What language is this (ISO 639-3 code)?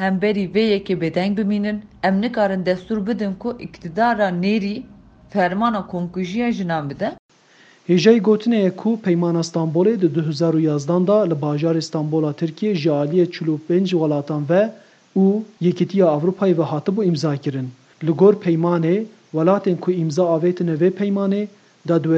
kur